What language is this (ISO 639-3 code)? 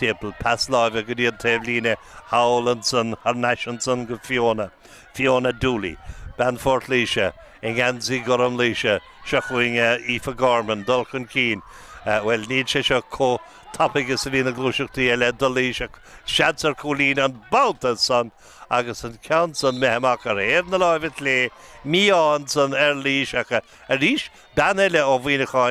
gle